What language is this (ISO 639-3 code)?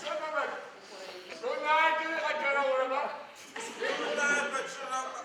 ady